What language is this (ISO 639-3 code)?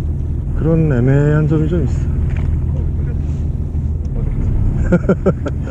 kor